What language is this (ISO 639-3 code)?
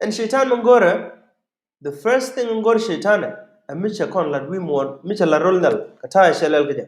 nus